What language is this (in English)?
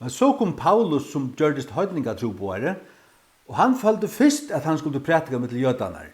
Faroese